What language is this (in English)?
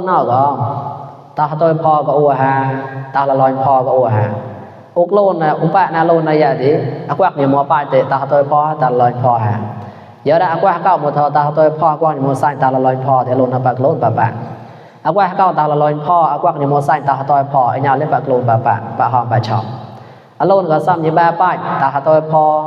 Mon